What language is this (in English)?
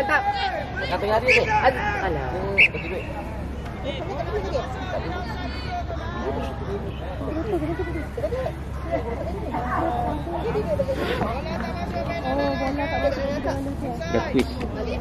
Malay